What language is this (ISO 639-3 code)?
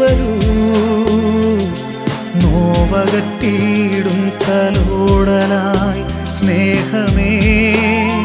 mal